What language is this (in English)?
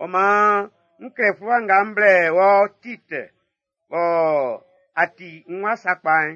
Baoulé